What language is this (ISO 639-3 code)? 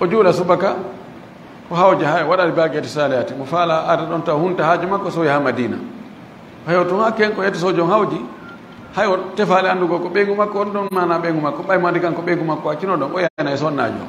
ful